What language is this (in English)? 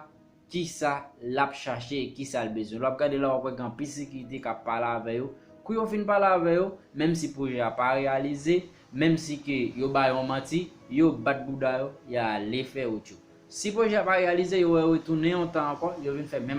Haitian Creole